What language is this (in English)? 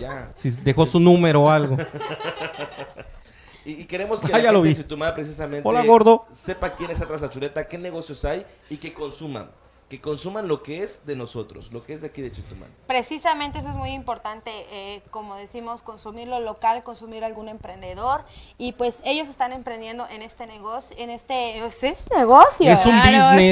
Spanish